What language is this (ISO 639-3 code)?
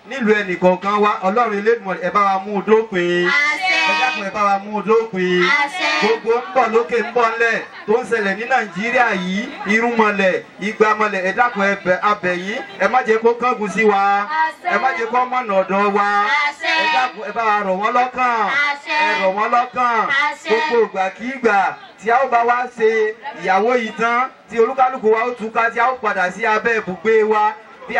yor